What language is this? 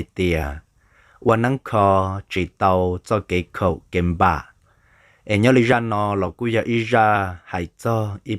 Hmong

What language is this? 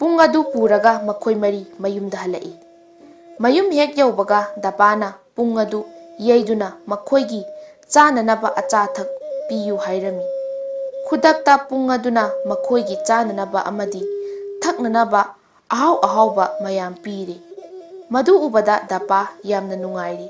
Manipuri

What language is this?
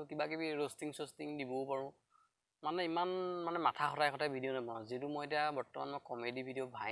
Assamese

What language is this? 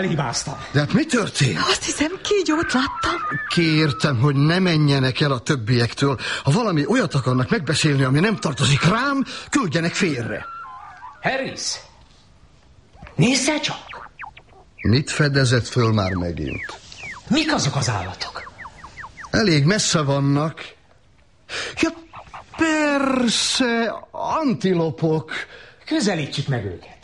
Hungarian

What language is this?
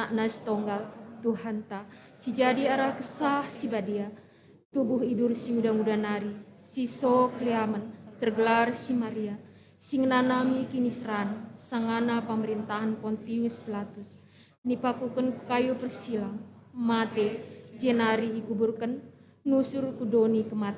Batak Karo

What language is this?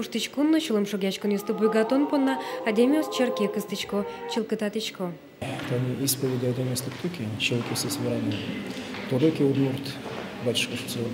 Udmurt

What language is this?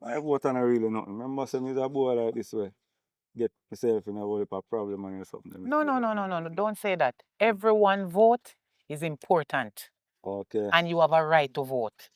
Jamaican Creole English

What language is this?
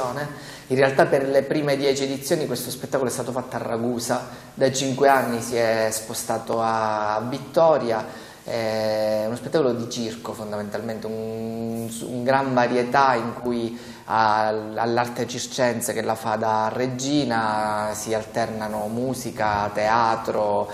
Italian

